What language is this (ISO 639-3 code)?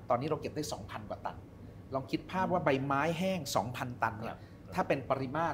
tha